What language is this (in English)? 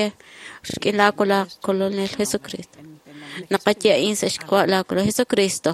Kekchí